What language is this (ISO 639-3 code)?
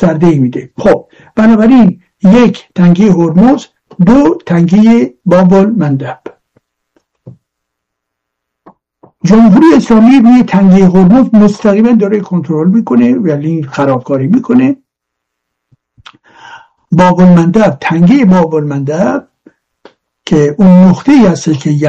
fas